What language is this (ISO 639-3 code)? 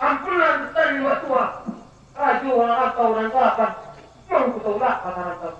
min